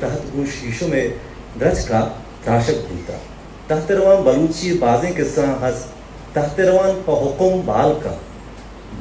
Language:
Eastern Balochi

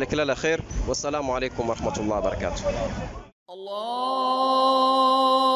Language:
Swahili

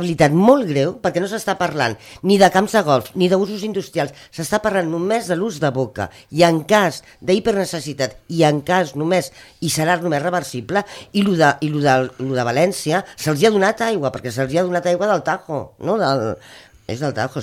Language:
Catalan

